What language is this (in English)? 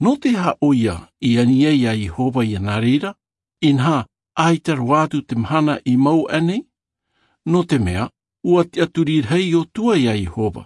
Tahitian